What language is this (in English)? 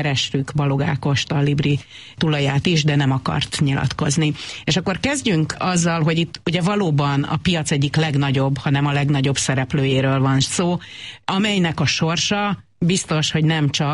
Hungarian